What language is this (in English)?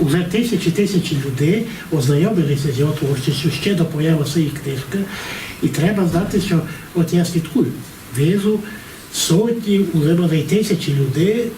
Rusyn